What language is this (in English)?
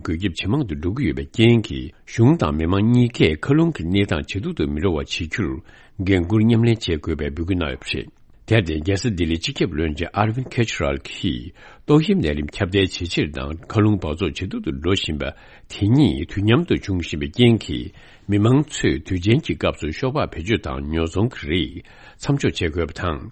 Tibetan